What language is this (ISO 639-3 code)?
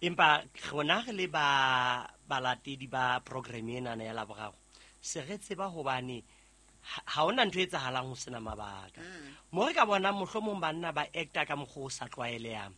sot